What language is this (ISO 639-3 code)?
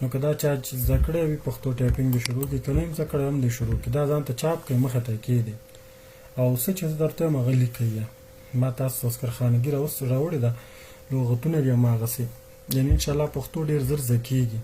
pus